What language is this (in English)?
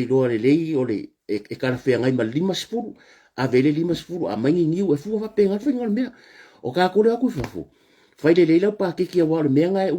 Samoan